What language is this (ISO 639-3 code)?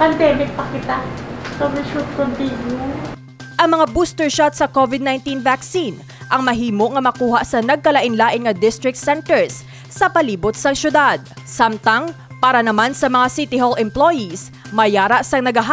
hil